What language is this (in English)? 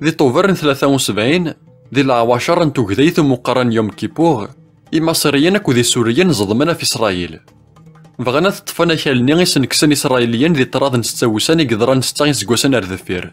Kabyle